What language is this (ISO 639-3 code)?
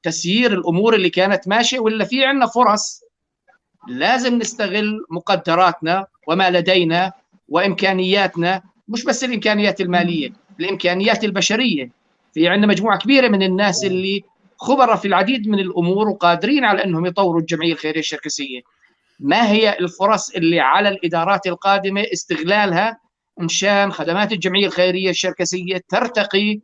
apc